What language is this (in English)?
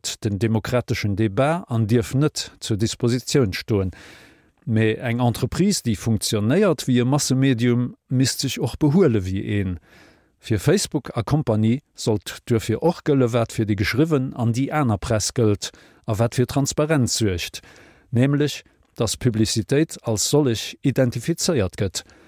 Luxembourgish